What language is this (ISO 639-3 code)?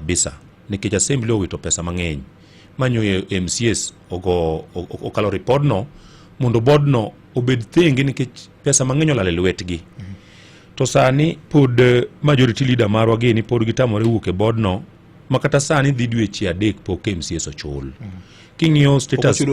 luo